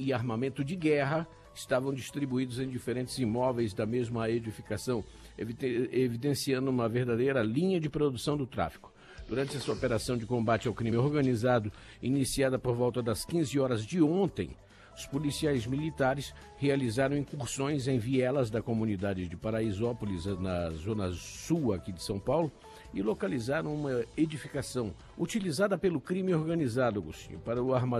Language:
Portuguese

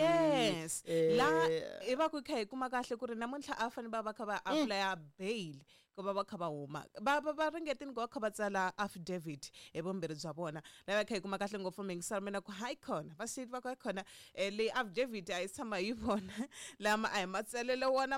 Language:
Tsonga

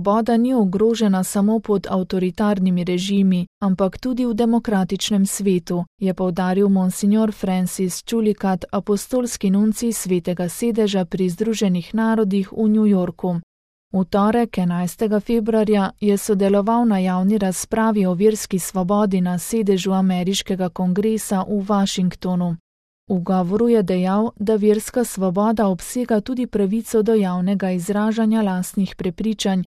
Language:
Slovenian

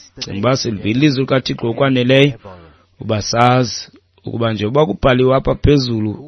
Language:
Xhosa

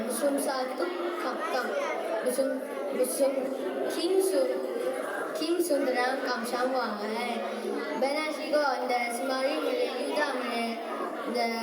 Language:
Kachin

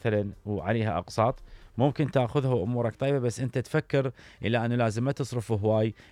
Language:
Mesopotamian Arabic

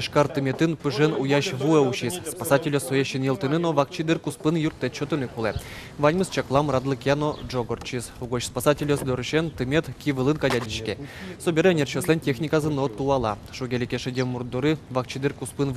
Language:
Udmurt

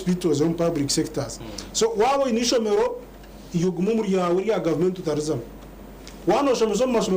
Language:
Nyankole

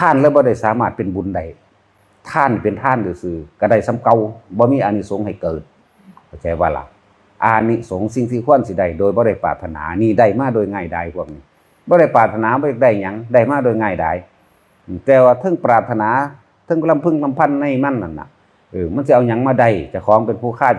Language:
Northeastern Thai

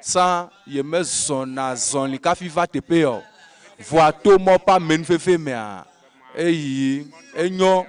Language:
Ewe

